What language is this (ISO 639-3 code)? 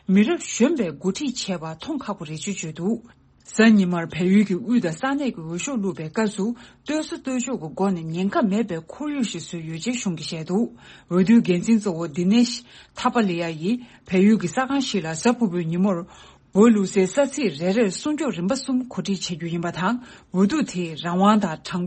bod